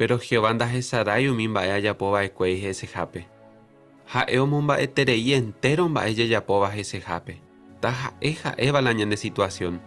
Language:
Guarani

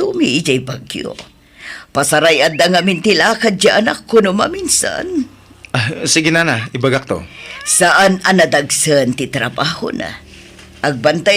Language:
Iloko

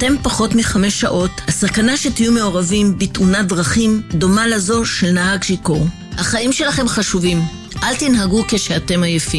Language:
Hebrew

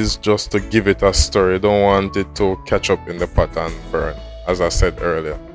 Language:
Jamaican Creole English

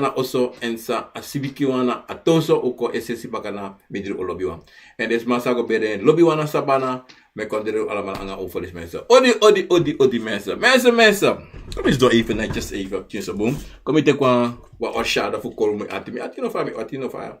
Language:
Sranan Tongo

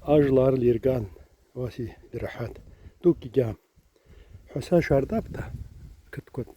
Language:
Abaza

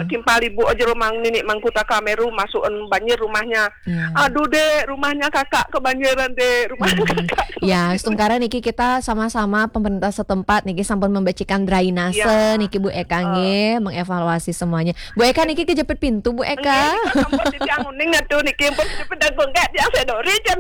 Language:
Balinese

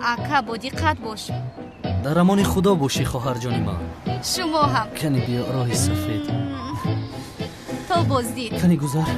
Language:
Tajik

